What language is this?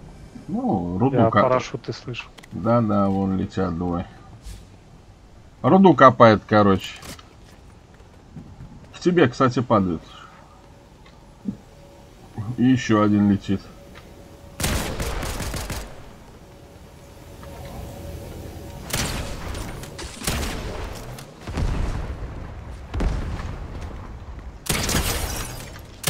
Russian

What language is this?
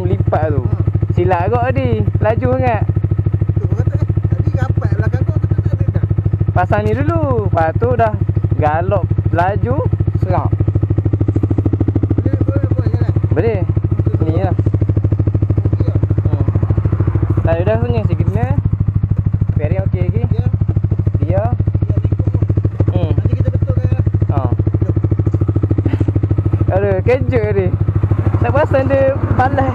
Malay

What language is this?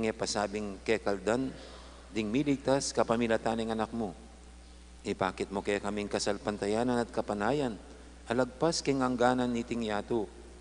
Pampanga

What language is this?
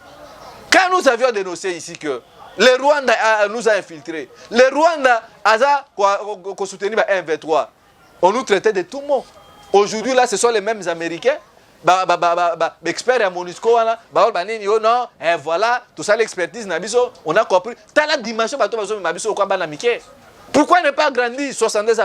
Lingala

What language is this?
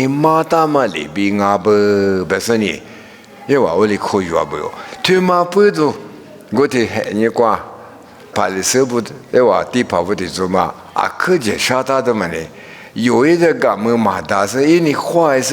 Lisu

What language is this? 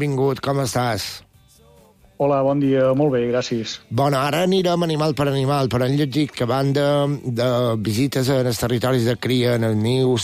Catalan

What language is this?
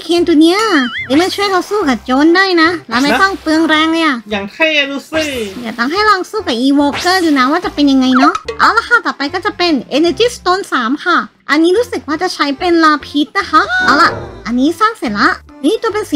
Thai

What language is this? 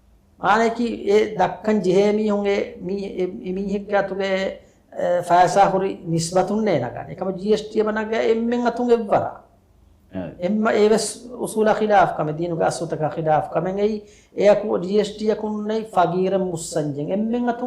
Divehi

